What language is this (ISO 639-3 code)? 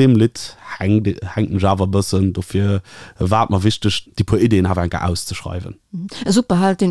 ltz